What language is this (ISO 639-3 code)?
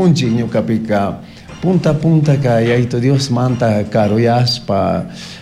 qug